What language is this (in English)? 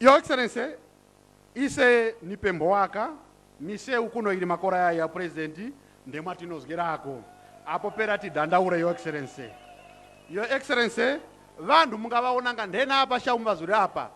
Nyanja